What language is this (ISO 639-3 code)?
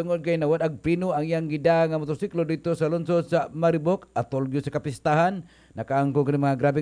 ceb